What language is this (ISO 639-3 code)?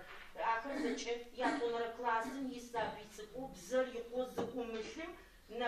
ady